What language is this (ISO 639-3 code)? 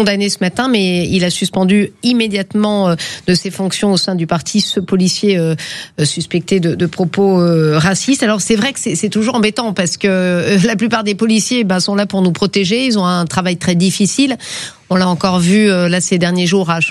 fra